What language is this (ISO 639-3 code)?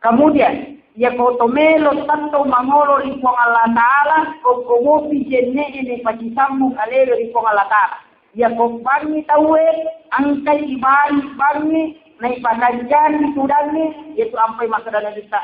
bug